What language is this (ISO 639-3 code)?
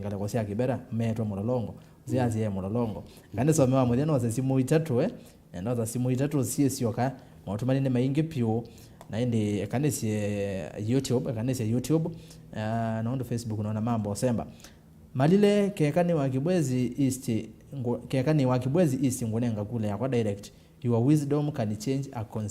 kam